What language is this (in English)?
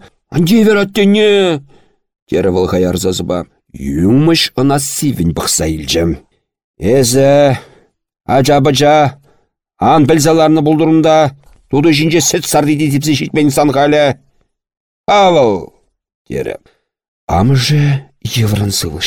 Chuvash